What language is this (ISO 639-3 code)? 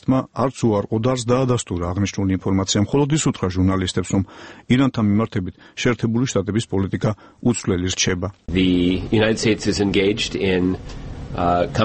kat